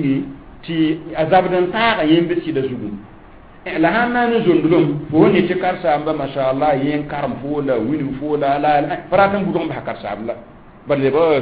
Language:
Mossi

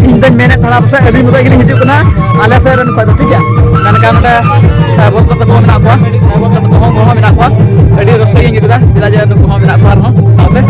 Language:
Santali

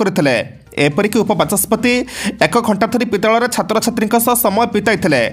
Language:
Odia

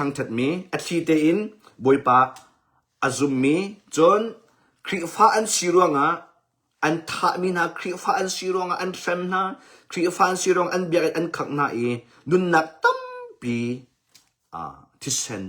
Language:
Hakha Chin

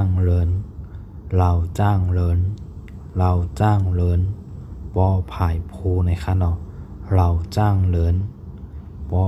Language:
Shan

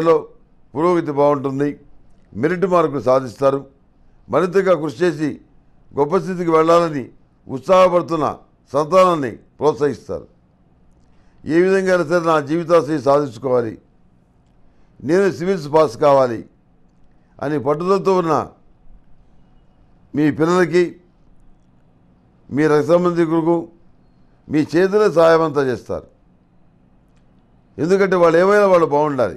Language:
Telugu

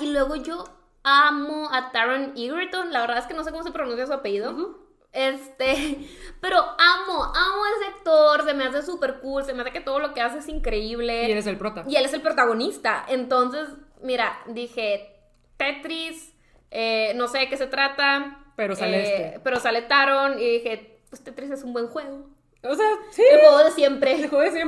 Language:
Spanish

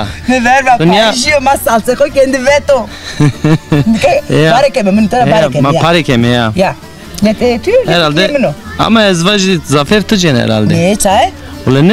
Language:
Zaza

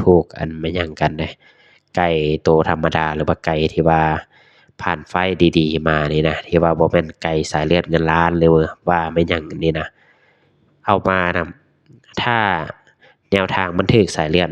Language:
Lao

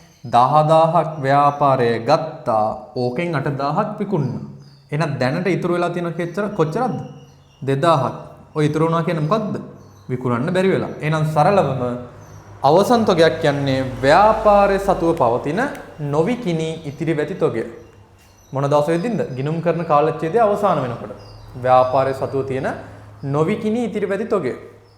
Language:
Sinhala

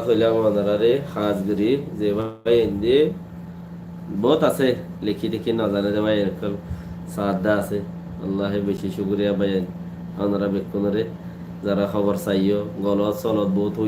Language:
Rohingya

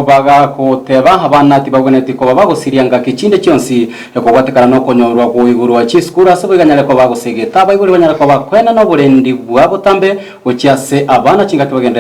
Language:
Gusii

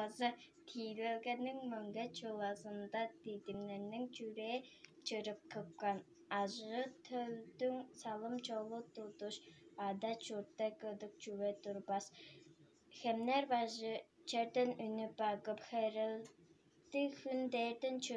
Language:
Tuvinian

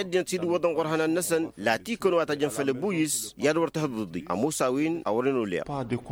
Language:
Tamasheq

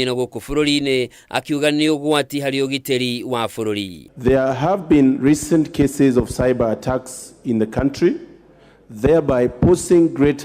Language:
Kikuyu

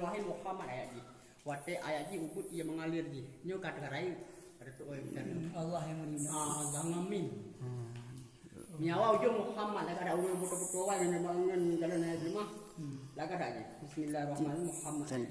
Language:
Achinese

